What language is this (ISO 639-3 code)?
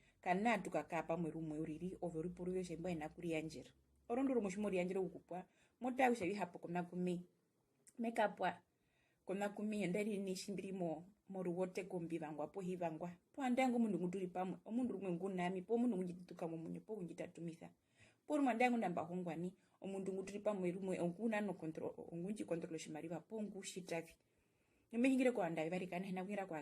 her